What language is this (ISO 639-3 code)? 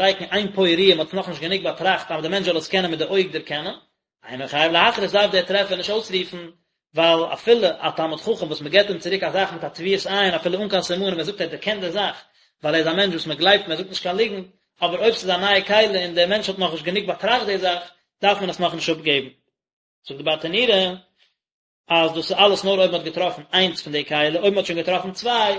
yid